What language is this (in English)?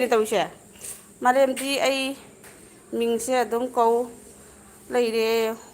Manipuri